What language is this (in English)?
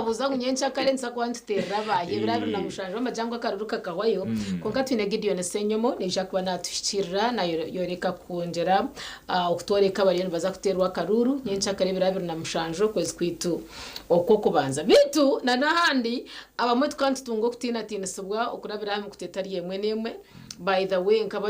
Nyankole